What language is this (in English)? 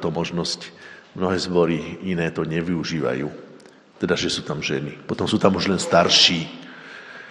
Slovak